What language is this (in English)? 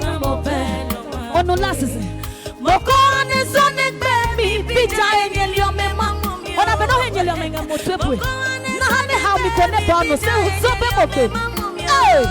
Adangme